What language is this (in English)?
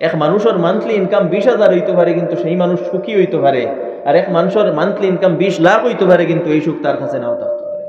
Sylheti